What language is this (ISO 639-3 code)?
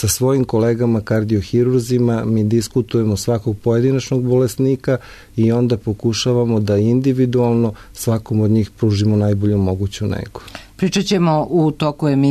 srp